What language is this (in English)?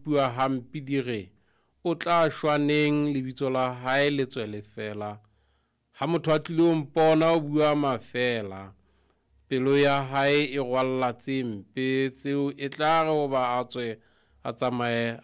Southern Sotho